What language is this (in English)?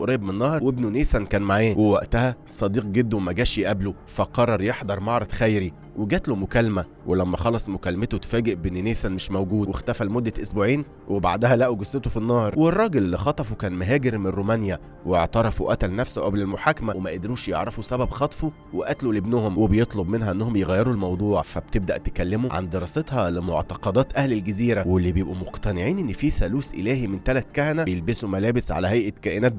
Egyptian Arabic